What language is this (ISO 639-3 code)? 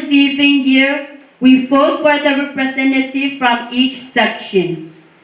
pon